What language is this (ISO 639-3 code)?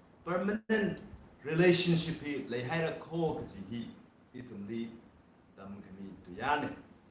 nmf